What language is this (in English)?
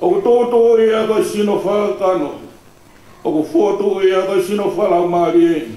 Tongan